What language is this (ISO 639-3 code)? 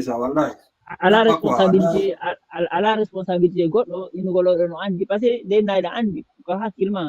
ful